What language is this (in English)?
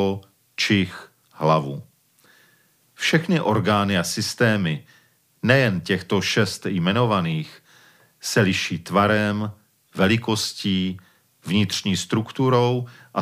Czech